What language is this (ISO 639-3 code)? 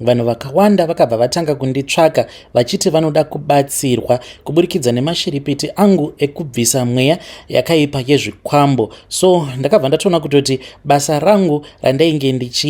sna